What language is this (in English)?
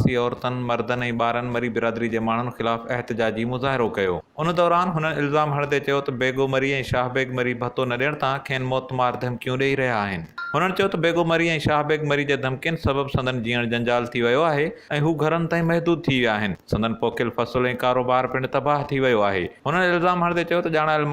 Sindhi